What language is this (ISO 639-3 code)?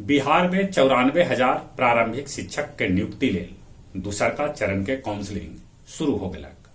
mag